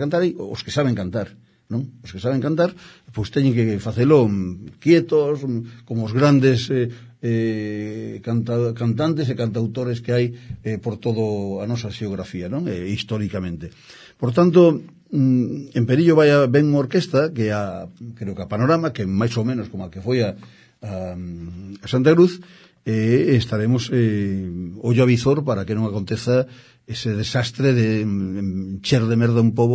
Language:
Galician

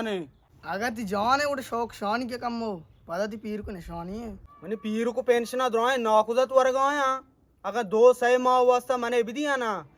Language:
Baluchi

